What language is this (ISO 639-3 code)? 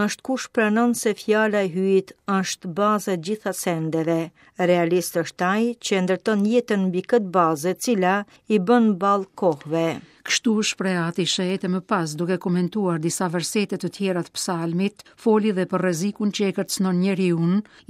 sqi